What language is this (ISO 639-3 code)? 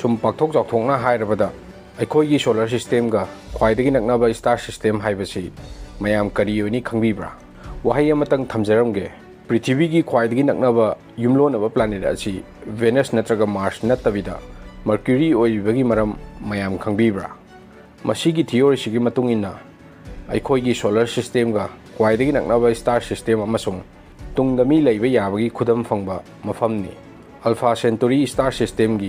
mni